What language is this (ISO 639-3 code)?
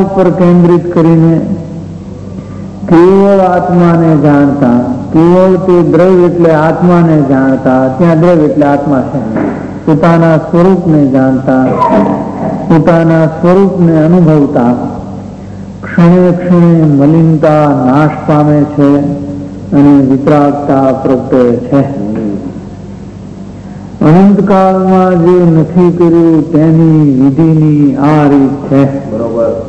guj